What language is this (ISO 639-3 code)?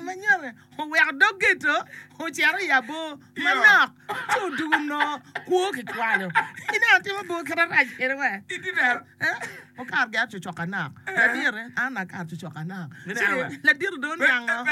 ach